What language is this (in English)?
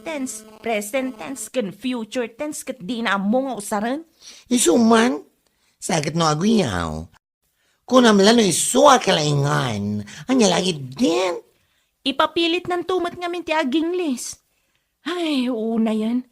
Iloko